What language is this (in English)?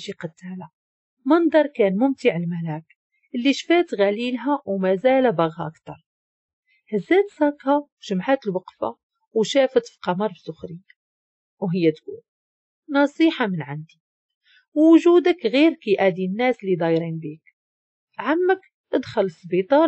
Moroccan Arabic